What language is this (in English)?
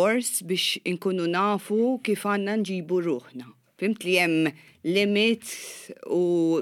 Maltese